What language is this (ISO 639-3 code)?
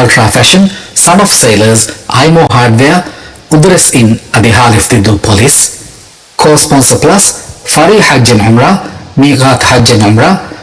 div